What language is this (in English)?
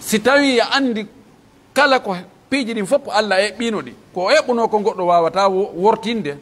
Pular